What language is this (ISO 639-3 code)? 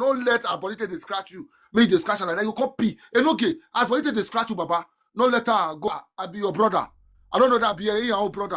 pcm